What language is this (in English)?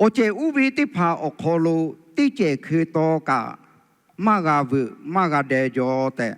Lahu